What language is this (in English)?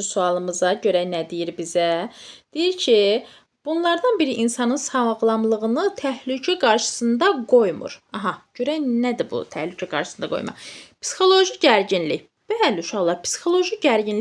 Azerbaijani